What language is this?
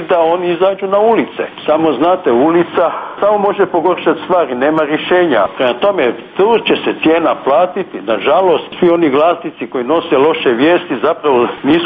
Croatian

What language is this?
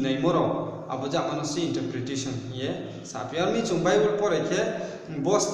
Riang (India)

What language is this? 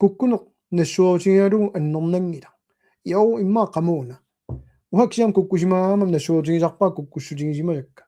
Kalaallisut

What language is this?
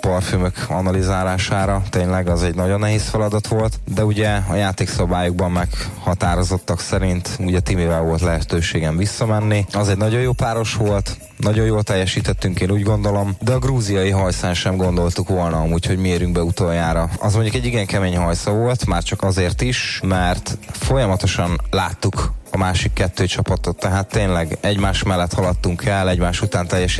Hungarian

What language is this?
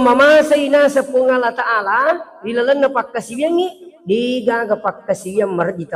Buginese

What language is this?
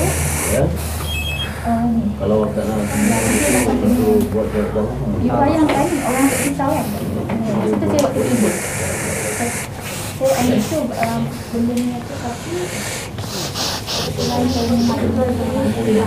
Malay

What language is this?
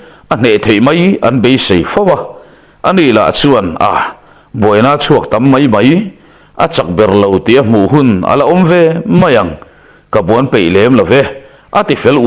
Mizo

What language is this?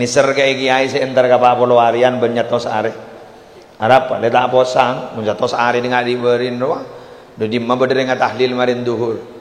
Madurese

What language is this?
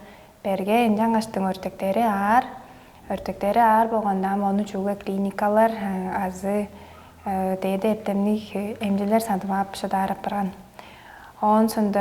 Tuvinian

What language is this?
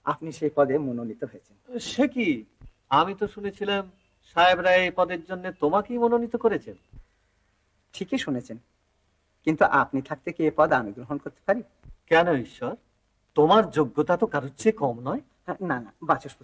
Bangla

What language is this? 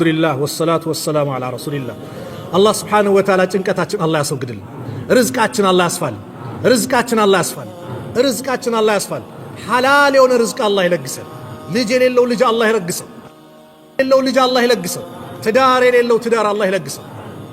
Amharic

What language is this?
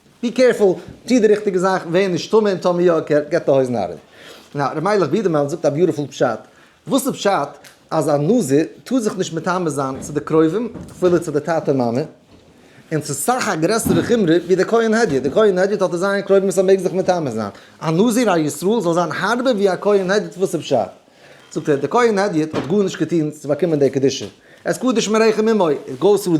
Yiddish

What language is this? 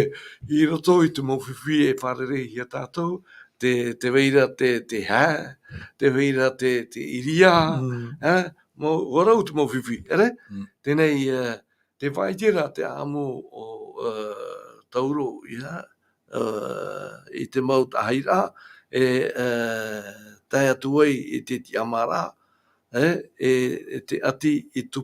Tahitian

